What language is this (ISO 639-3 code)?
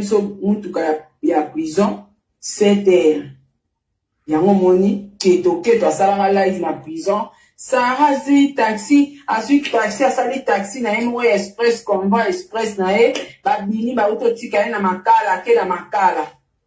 lin